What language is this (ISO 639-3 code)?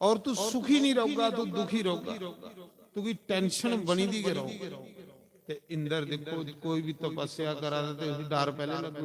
doi